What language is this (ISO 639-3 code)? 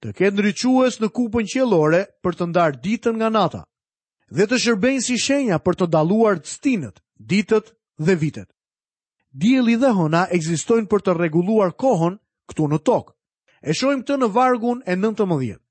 sqi